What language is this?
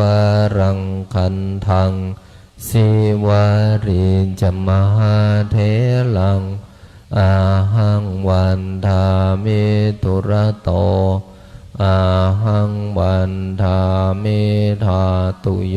Pali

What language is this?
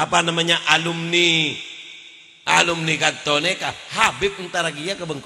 Madurese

